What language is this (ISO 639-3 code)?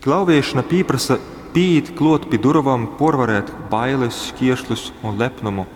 ltg